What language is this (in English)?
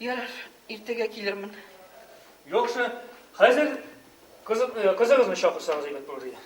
Tatar